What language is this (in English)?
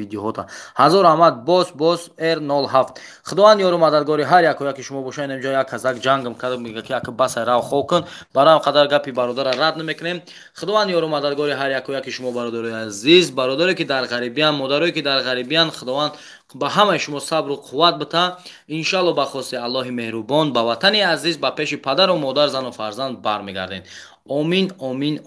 Tajik